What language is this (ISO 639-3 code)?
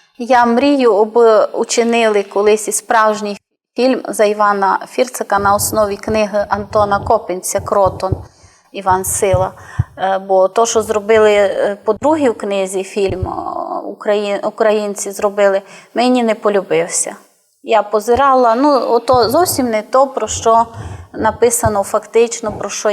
rue